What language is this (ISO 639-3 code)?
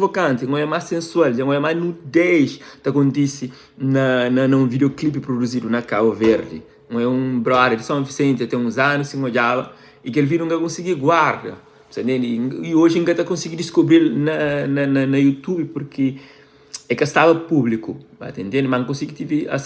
kea